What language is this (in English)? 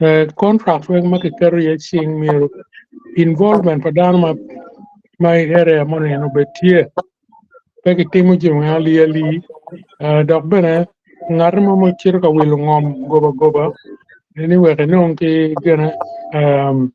Acoli